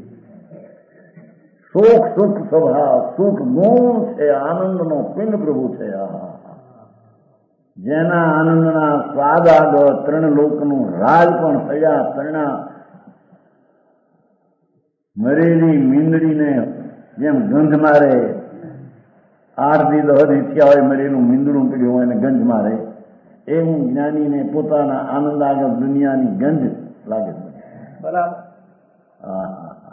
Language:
Gujarati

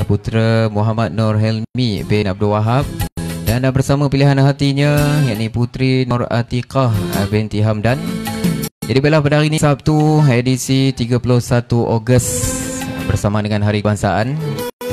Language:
Malay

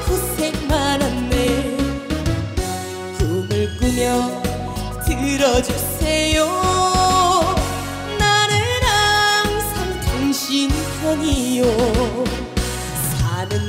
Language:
Korean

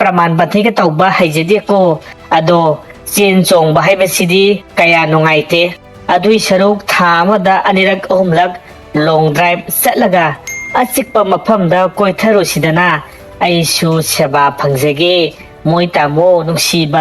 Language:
Manipuri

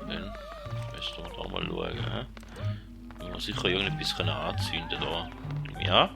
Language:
Swiss German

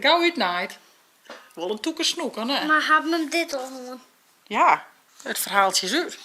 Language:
Western Frisian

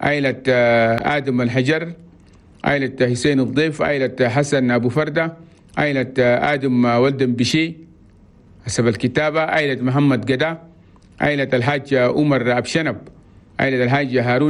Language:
Chadian Arabic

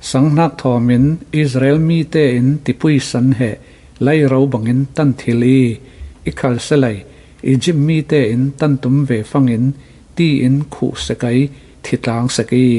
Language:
Falam Chin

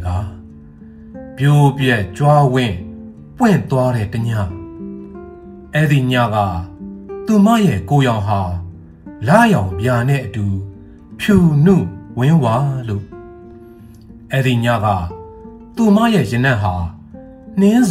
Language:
Burmese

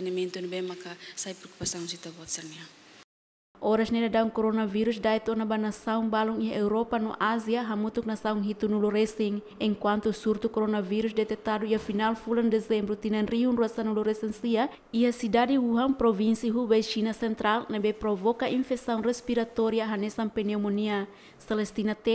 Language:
Tetum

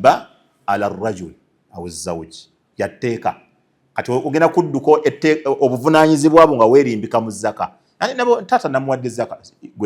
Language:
Ganda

